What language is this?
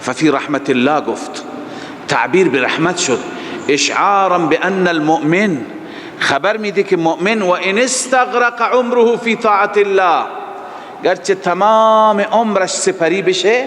Persian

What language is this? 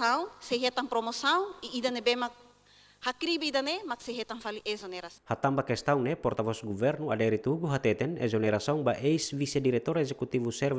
Tetum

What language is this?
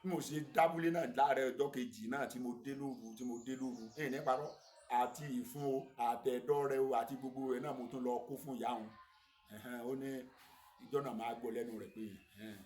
Yoruba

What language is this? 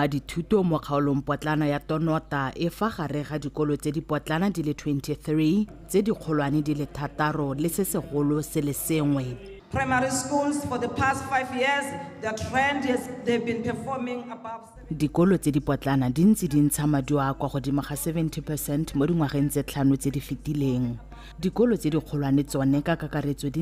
Tswana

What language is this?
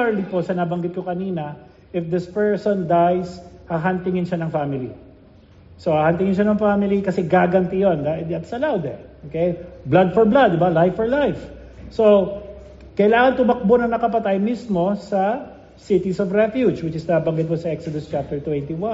Filipino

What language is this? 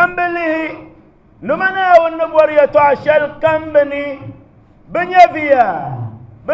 Dagbani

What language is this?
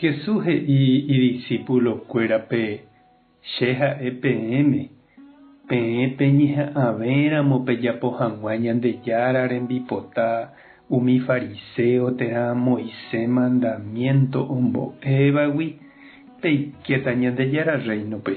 Guarani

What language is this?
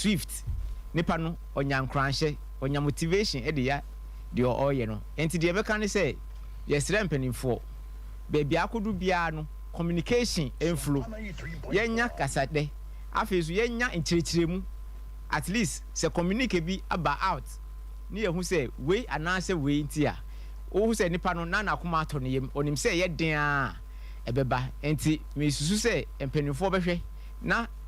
Akan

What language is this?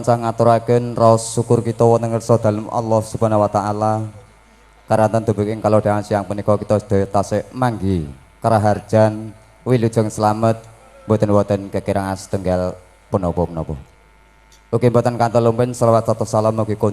Javanese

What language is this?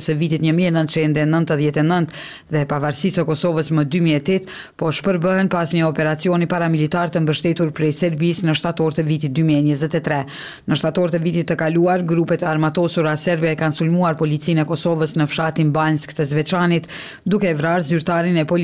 Albanian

